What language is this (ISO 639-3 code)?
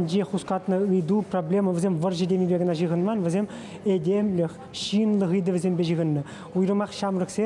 chv